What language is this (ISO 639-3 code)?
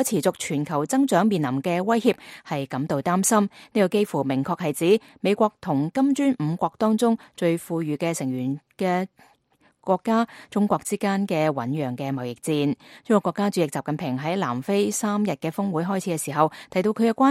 yue